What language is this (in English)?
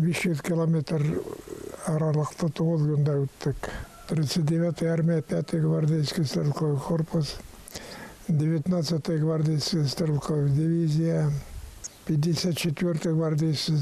Bashkir